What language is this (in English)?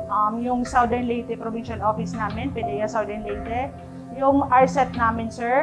Filipino